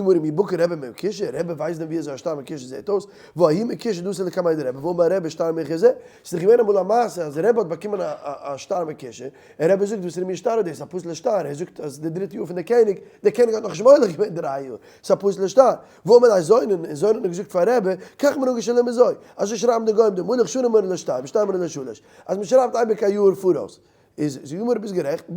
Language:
Yiddish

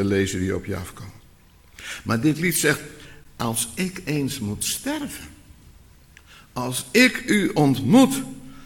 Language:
Dutch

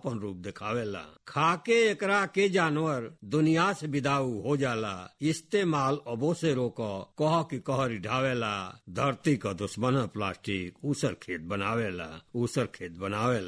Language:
Bhojpuri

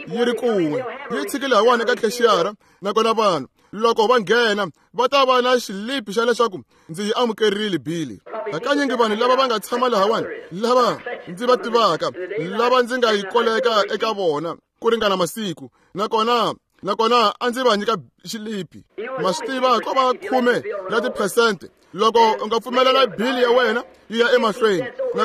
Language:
Tsonga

